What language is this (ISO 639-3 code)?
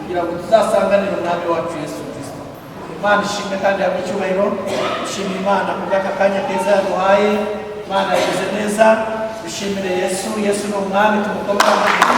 kin